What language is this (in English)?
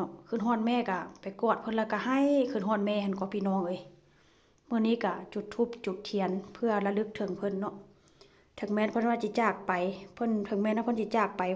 Northeastern Thai